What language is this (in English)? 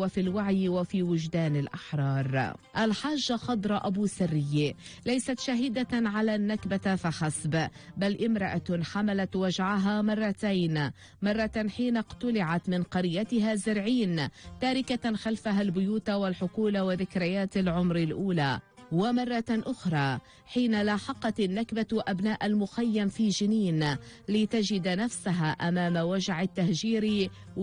Arabic